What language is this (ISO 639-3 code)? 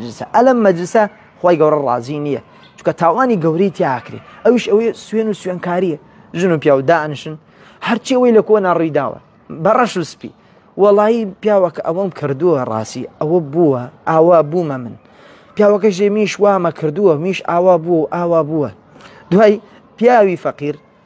ckb